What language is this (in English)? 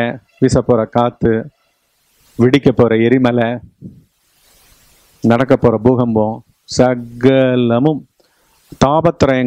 Tamil